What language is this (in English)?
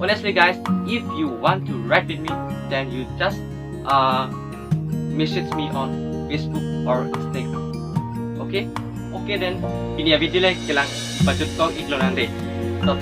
Karbi